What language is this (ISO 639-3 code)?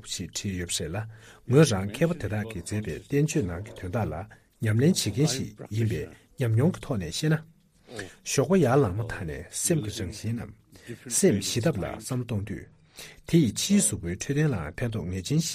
bod